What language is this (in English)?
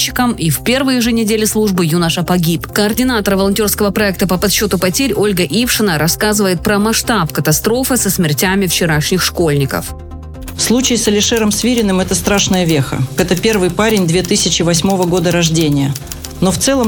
Russian